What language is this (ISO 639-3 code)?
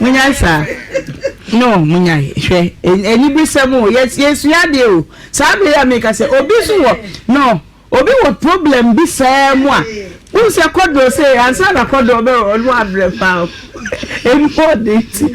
aka